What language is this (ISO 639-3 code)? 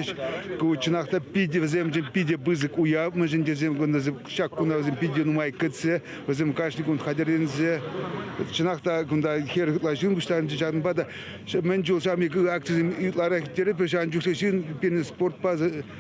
chv